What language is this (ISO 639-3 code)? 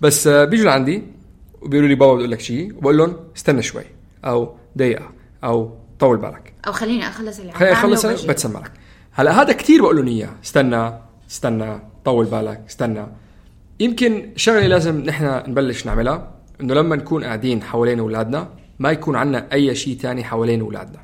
apc